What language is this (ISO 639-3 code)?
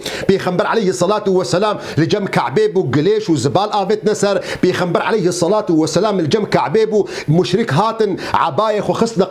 kur